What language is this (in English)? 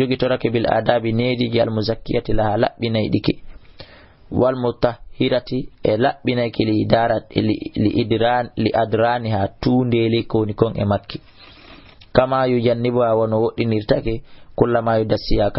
Fula